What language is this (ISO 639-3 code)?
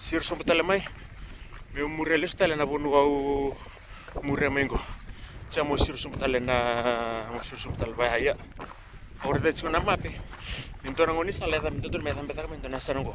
fij